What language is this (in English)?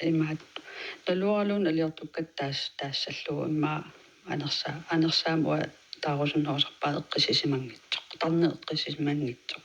Kalaallisut